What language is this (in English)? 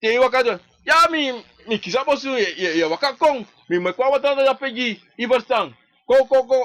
Sranan Tongo